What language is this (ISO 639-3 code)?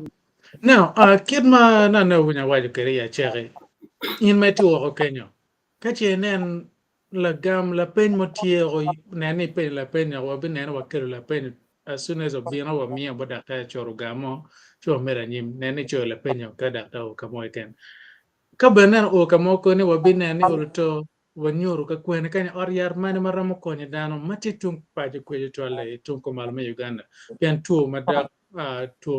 ach